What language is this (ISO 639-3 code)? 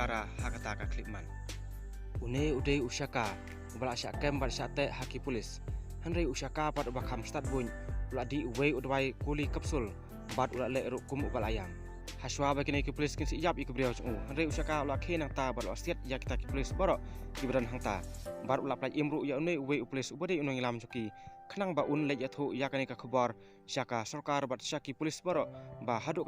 kha